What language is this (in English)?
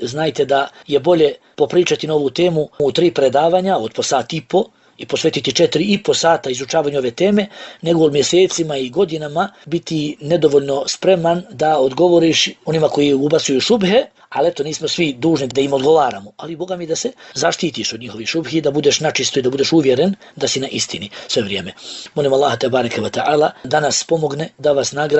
Bosnian